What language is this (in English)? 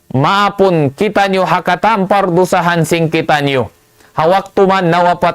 Tausug